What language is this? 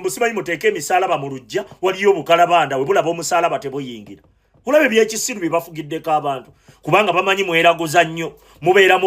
Ganda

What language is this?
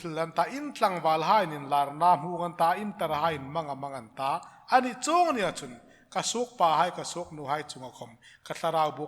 Hmar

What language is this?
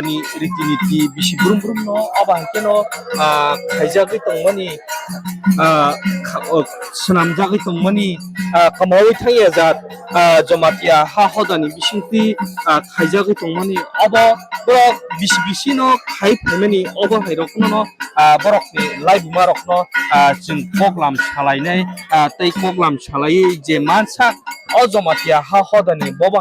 Kok Borok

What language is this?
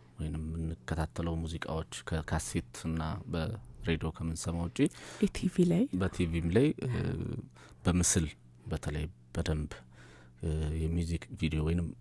Amharic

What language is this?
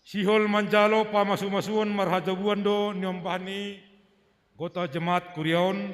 Batak Simalungun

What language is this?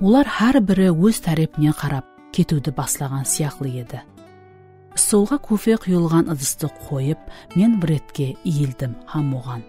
Kara-Kalpak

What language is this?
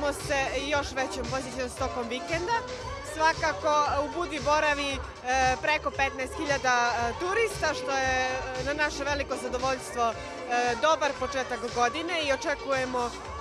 Serbian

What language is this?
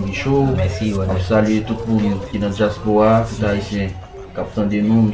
Haitian Creole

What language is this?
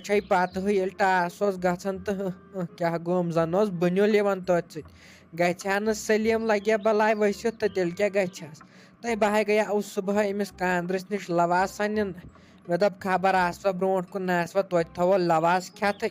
Kashmiri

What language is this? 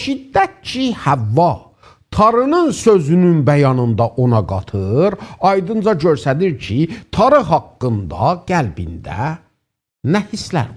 South Azerbaijani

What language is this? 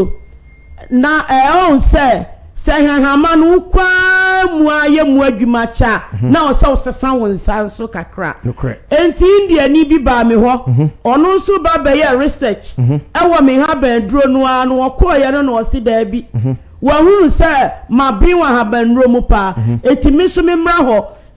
Akan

